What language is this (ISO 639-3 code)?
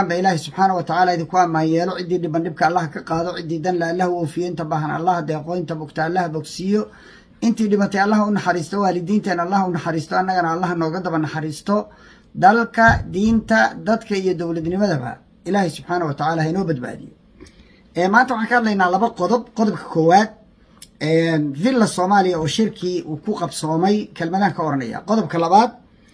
som